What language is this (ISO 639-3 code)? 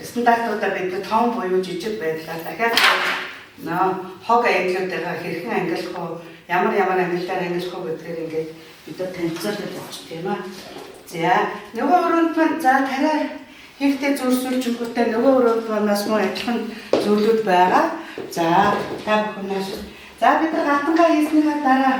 mon